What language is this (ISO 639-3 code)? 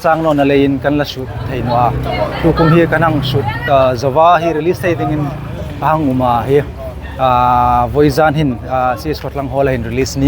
hmr